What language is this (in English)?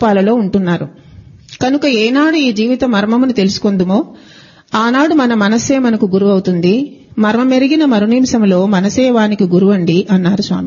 Telugu